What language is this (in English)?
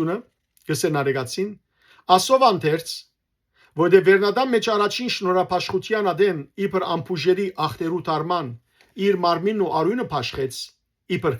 Western Armenian